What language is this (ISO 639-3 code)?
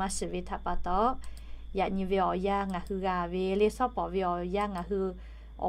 lhu